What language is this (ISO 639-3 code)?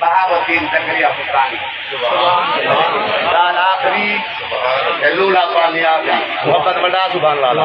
skr